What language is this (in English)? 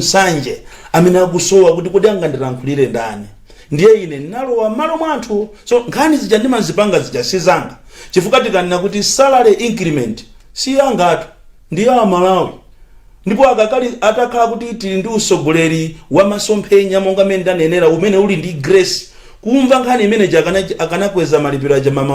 Nyanja